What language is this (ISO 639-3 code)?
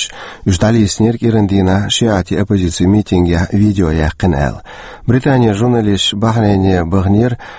che